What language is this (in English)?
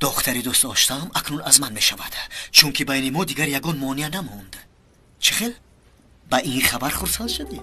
Tajik